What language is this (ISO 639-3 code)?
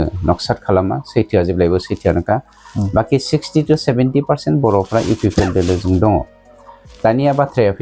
brx